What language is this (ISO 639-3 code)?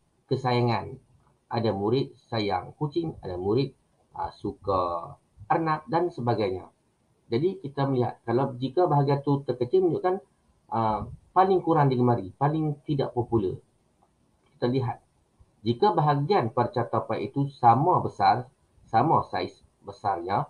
msa